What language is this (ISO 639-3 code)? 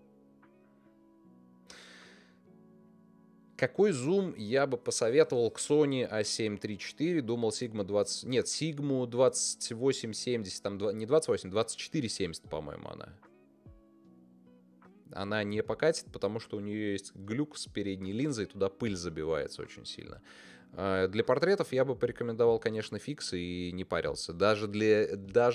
rus